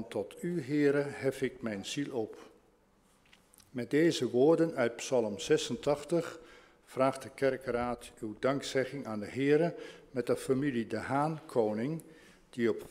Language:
Dutch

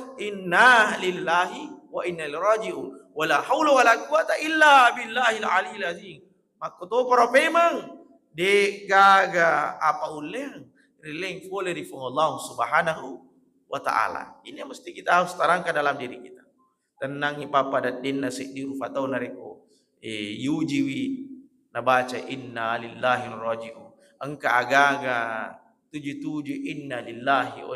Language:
Buginese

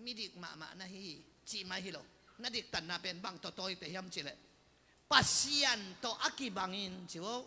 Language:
Tedim Chin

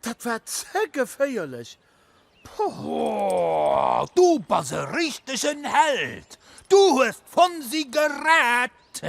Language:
Luxembourgish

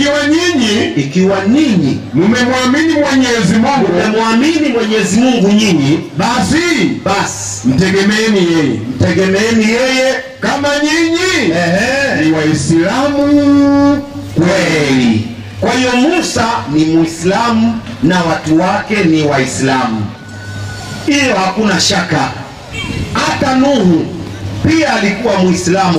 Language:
Swahili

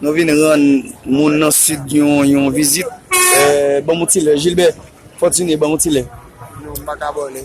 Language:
Haitian Creole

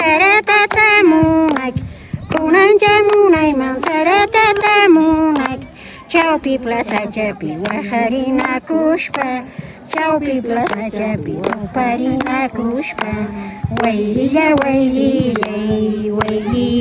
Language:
Quechua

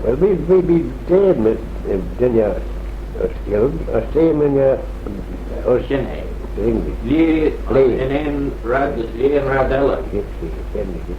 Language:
Manx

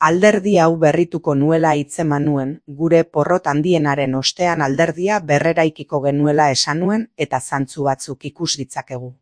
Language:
Basque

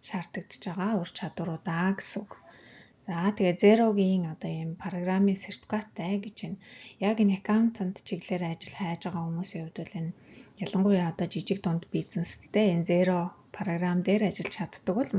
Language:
Mongolian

